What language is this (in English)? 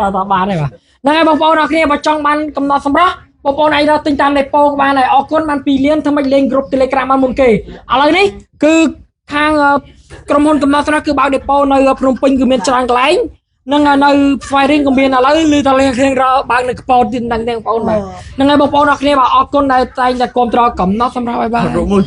Khmer